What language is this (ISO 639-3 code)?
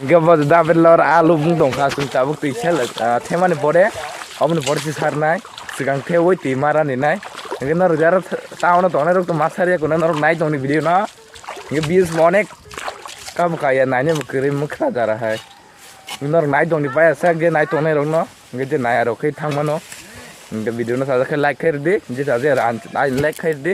trp